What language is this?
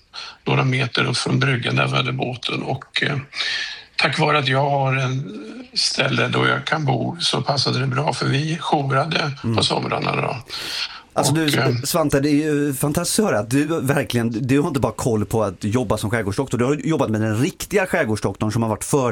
Swedish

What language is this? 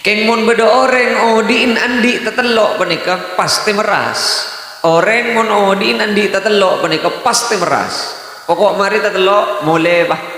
Madurese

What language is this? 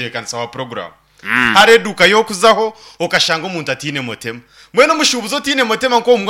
Nyankole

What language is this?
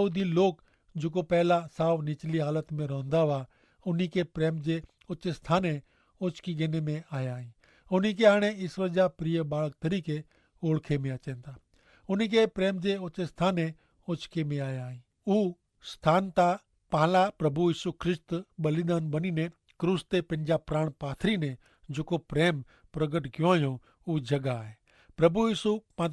Kachhi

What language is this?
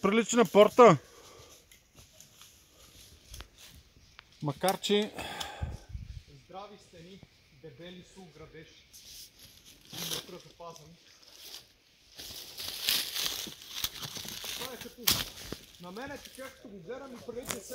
Bulgarian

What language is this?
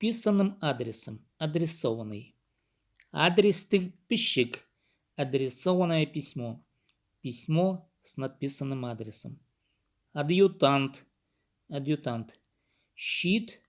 Khakas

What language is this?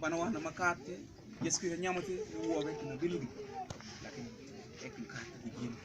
Mabaan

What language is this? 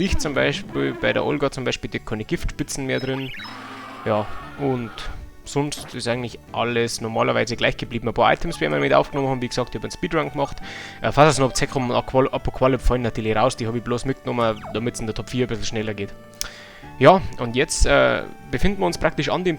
Bavarian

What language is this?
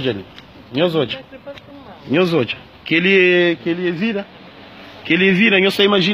Kabuverdianu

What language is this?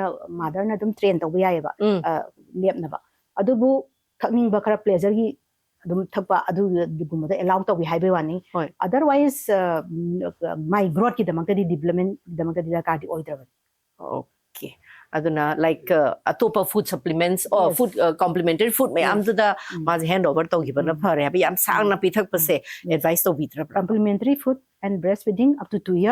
Manipuri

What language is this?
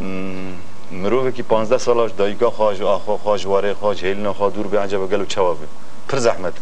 Kurdish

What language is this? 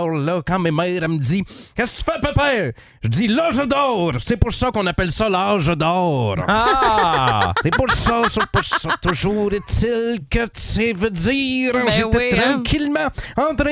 French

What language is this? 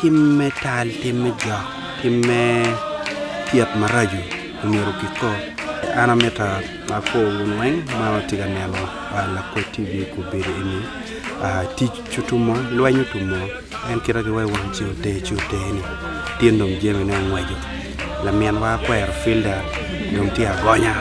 Acoli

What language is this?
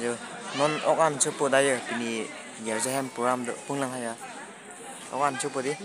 Karbi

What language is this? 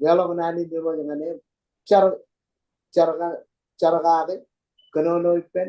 Marshallese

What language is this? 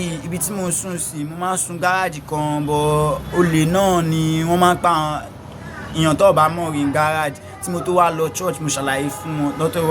Yoruba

